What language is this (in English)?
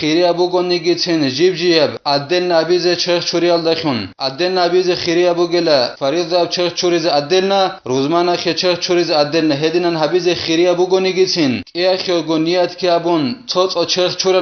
Avaric